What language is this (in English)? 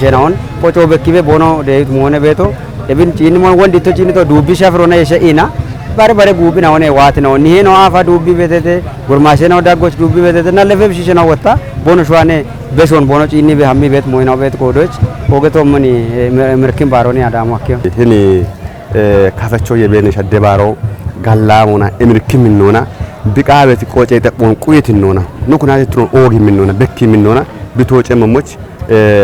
Kafa